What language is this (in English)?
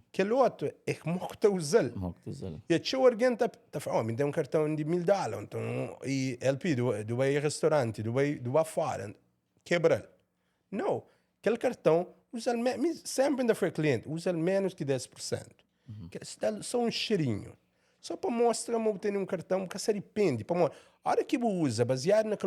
Kabuverdianu